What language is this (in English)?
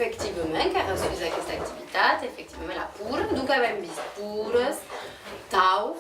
Occitan